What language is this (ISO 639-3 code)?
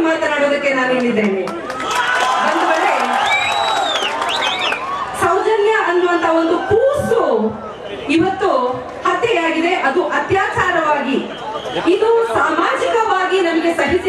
kan